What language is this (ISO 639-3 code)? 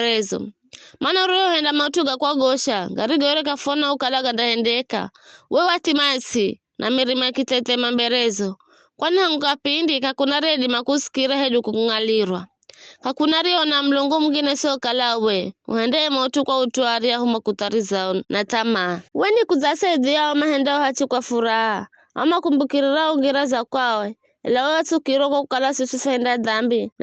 nyf